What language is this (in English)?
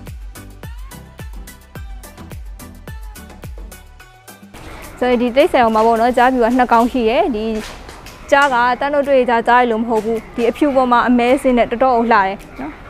Burmese